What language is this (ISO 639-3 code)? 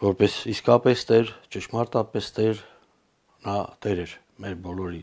hye